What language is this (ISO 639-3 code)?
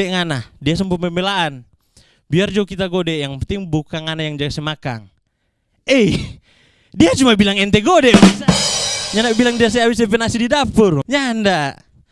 xmm